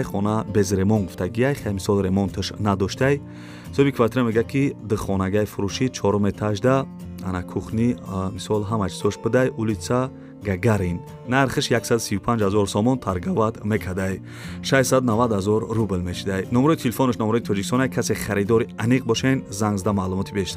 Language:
Tajik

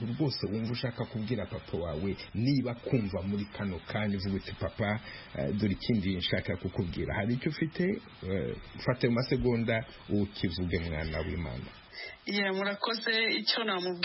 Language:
Kinyarwanda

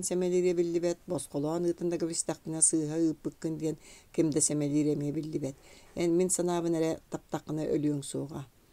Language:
Yakut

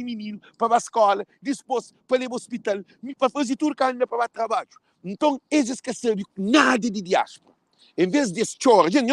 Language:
Kabuverdianu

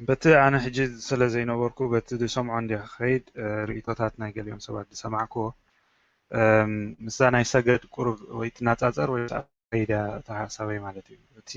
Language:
Tigrinya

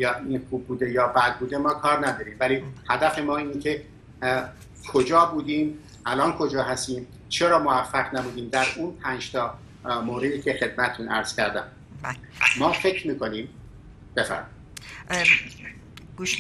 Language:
Persian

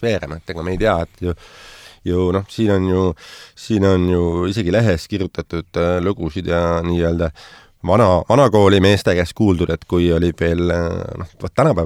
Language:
Estonian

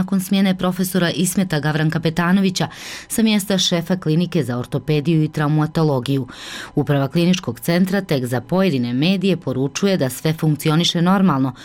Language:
Bosnian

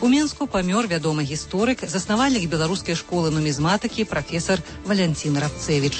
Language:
Belarusian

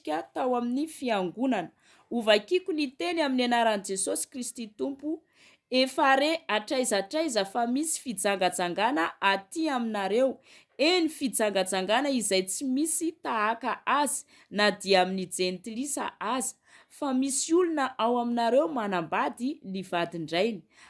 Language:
Malagasy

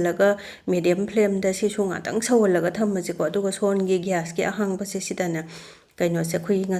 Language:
Manipuri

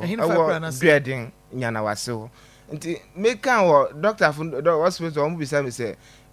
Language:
Akan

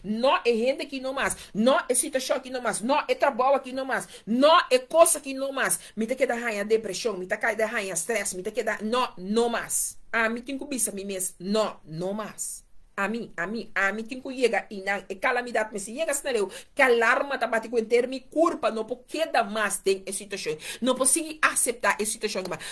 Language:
Papiamento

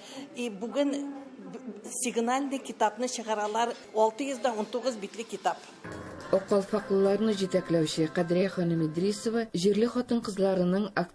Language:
Tatar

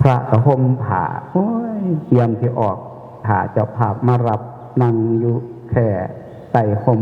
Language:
Northeastern Thai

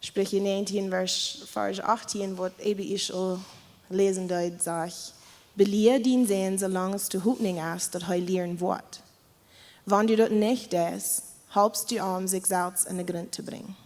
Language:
Plautdietsch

